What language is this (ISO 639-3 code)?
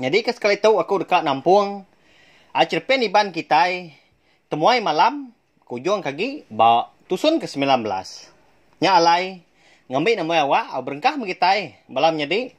iba